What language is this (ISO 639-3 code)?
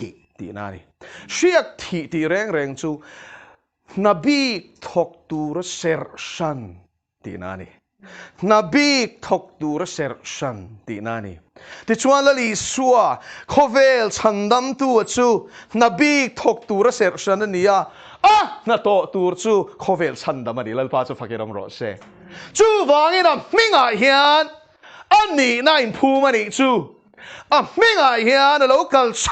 lus